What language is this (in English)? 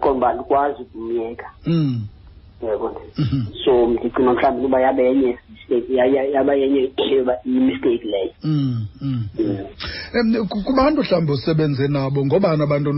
Xhosa